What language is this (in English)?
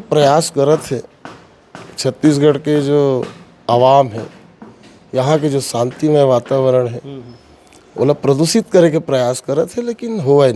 Chhattisgarhi